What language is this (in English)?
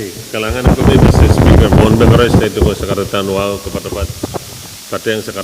Pohnpeian